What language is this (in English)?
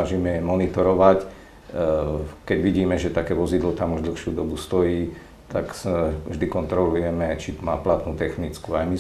Slovak